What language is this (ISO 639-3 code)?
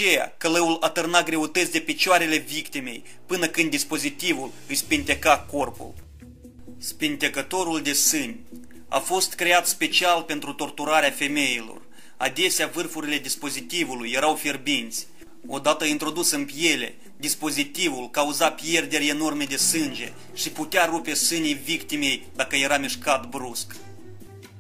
ron